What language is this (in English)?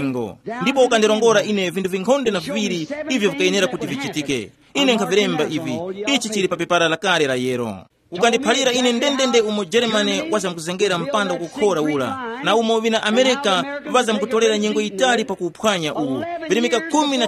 Tumbuka